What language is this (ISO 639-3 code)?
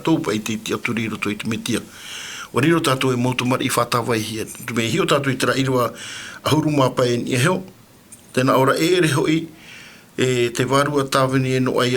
tah